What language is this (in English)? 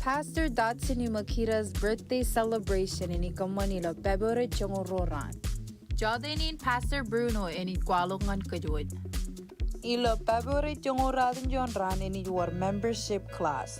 Marshallese